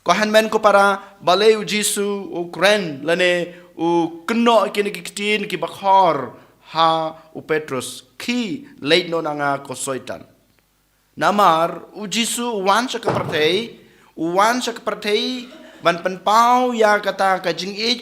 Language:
Khasi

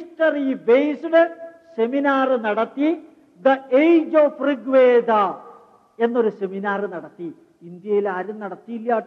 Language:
Malayalam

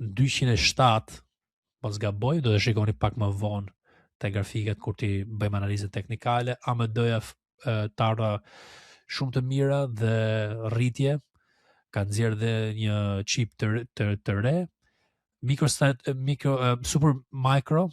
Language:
Albanian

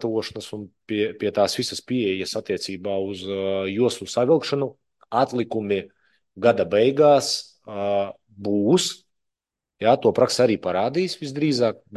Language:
Latvian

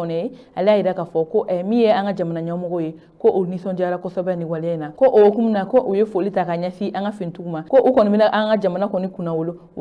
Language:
Bambara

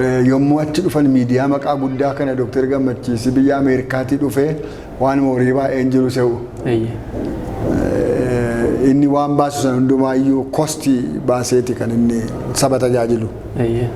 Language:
Oromo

